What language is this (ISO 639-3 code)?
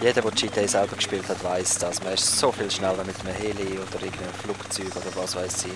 gsw